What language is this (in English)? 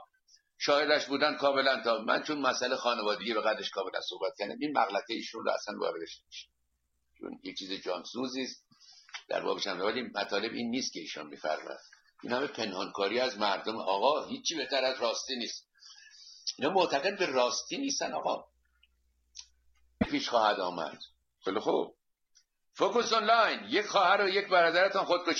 Persian